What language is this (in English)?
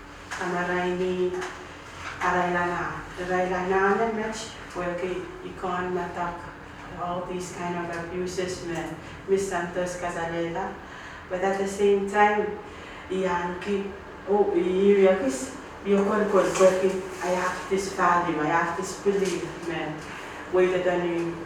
Pohnpeian